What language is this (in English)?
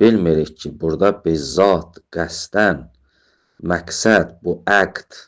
Azerbaijani